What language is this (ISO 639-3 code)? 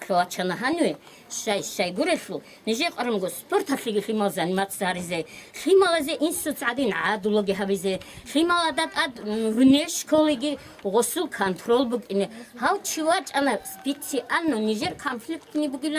ava